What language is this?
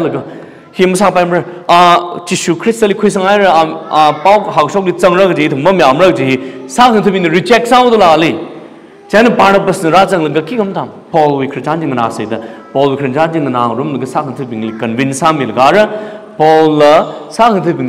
Tangkhul Naga (India)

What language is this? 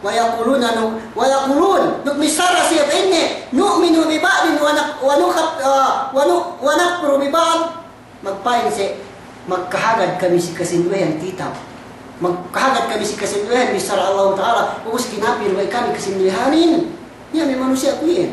Yakan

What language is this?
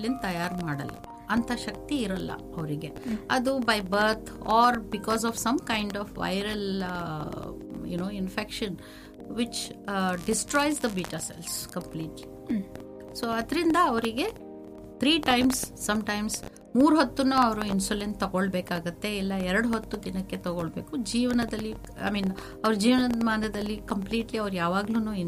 Kannada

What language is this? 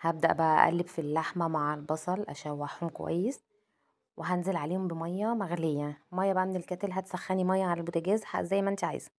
Egyptian Arabic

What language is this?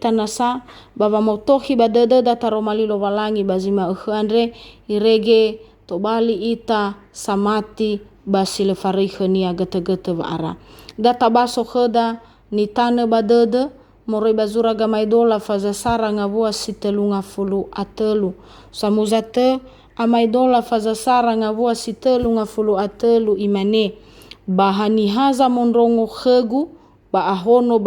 Nias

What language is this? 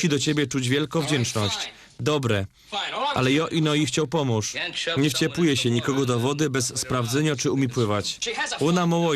Silesian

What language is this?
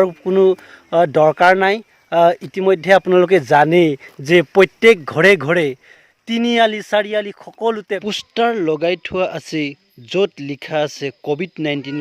Assamese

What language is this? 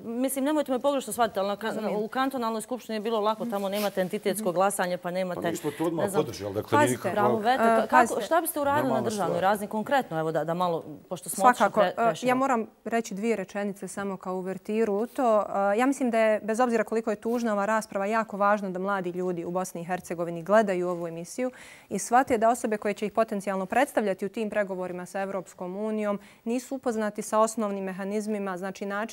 Bosnian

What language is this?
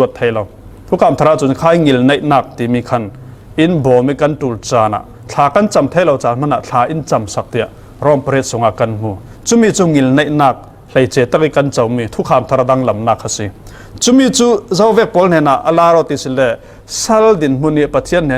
Falam Chin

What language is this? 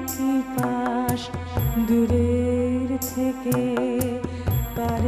Bangla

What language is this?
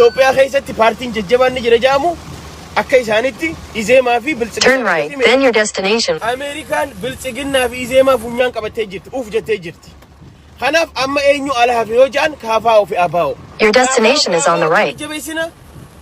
Oromo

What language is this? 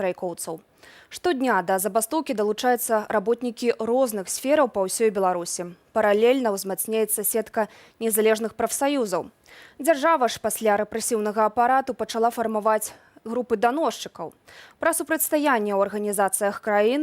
Belarusian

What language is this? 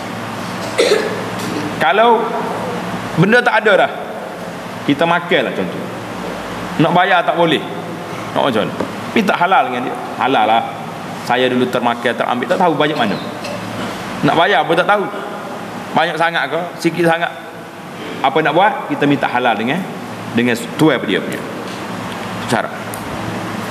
Malay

